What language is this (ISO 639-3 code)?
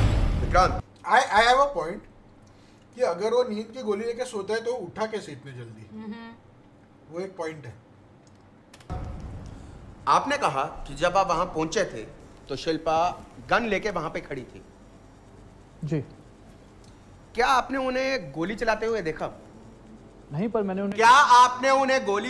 hin